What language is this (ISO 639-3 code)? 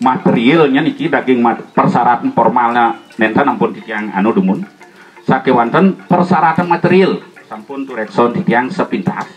ban